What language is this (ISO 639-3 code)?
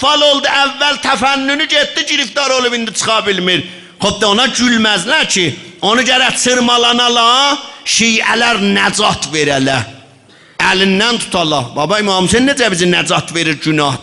azb